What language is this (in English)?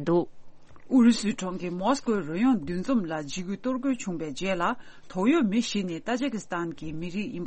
Tibetan